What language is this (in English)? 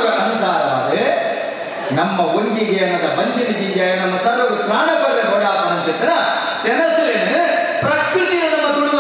Tulu